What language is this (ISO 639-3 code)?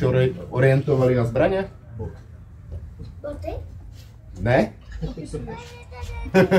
ces